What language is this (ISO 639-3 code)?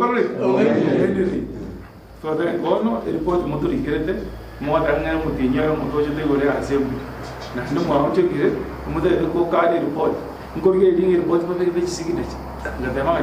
guz